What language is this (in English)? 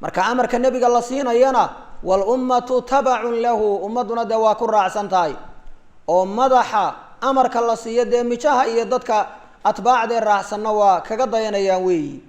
Somali